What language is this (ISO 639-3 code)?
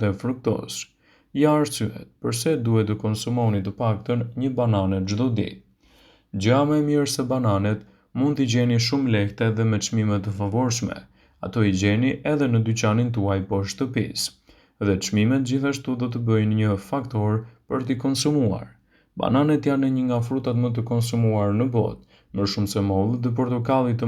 sqi